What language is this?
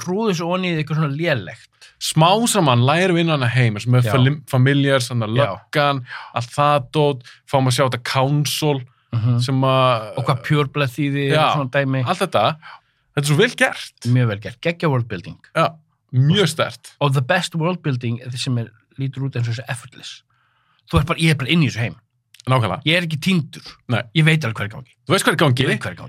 Icelandic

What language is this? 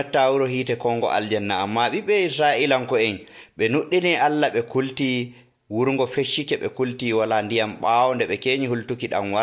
Nigerian Fulfulde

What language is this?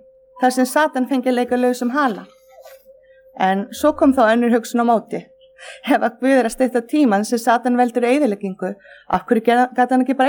Icelandic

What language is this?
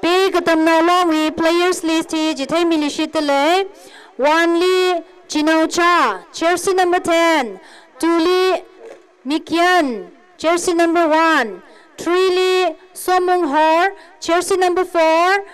Tangkhul Naga (India)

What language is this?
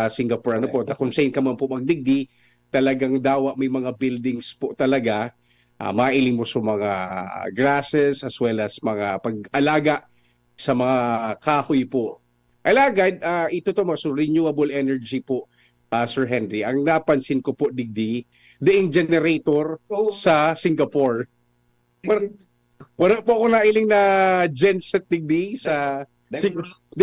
Bikol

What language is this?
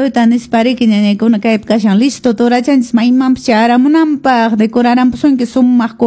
Quechua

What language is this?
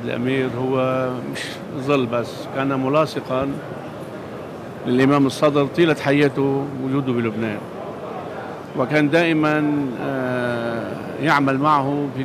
North Levantine Arabic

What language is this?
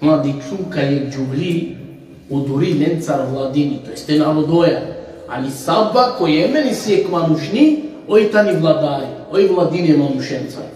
Balkan Romani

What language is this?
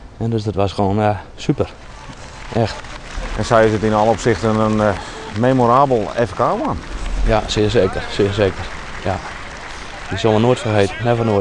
Western Frisian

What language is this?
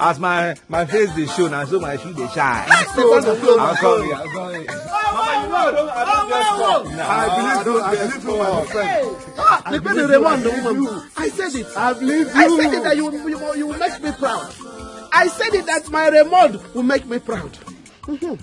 Nigerian Pidgin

